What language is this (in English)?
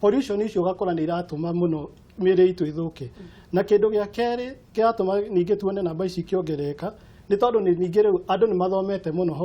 Kikuyu